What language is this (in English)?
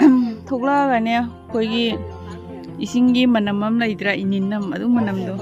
Manipuri